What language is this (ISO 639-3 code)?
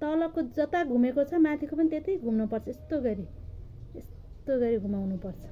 nep